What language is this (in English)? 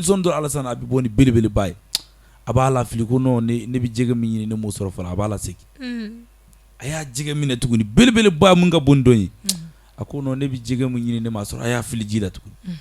Bambara